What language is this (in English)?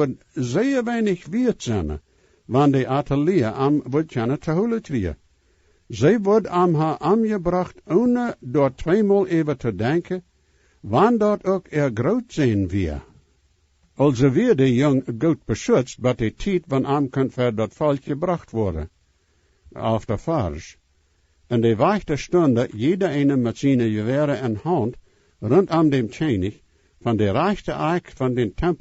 Plautdietsch